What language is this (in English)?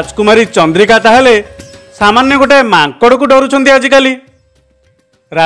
Odia